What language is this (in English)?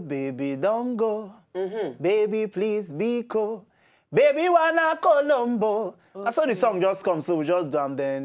Nigerian Pidgin